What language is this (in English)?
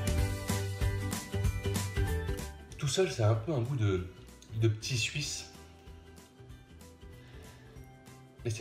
French